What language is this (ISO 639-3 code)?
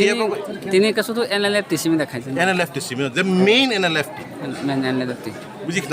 trp